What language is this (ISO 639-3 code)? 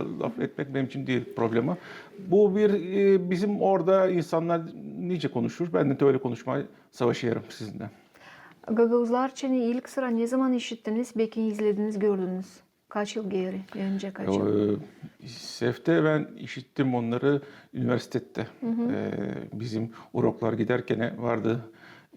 gag